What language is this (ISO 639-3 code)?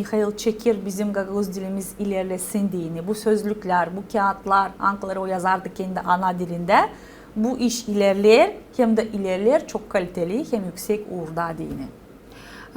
gag